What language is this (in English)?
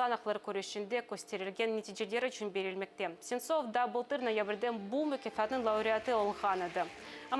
Crimean Tatar